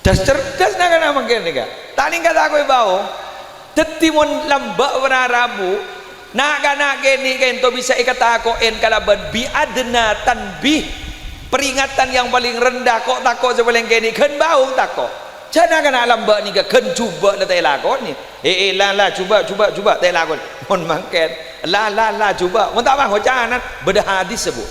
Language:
Madurese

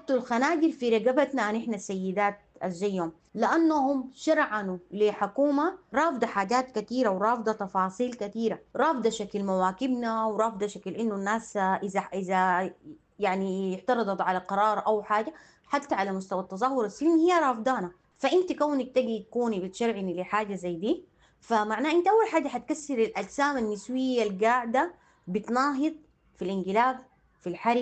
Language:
Sudanese Arabic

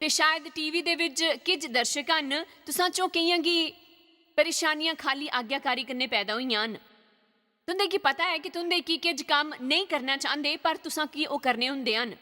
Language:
Dogri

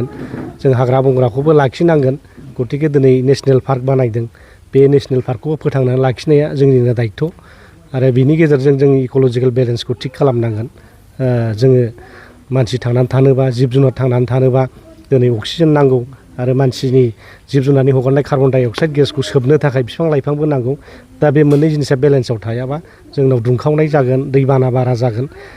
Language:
Bodo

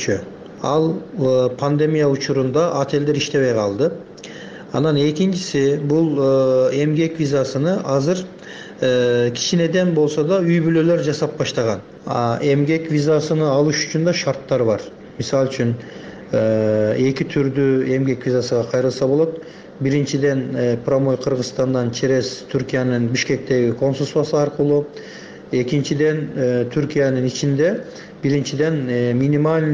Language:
Kyrgyz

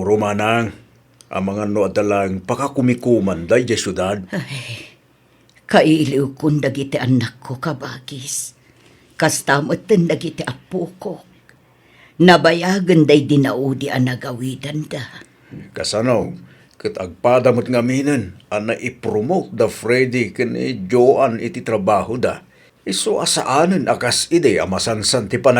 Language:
Iloko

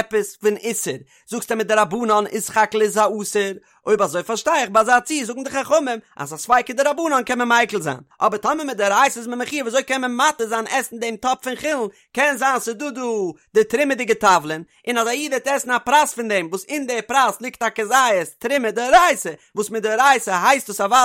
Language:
Yiddish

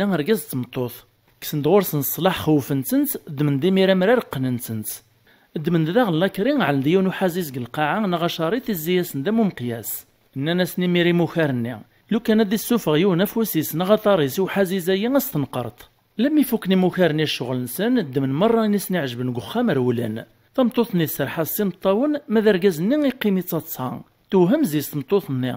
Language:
Kabyle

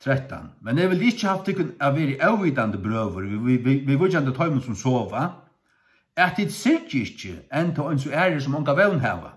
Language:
Faroese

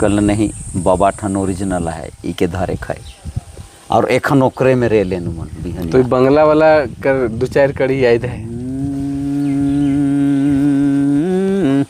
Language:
Sadri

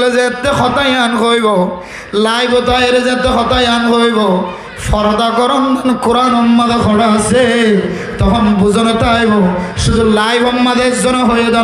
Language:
Rohingya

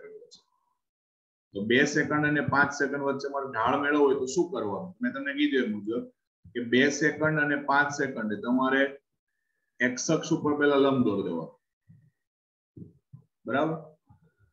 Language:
Gujarati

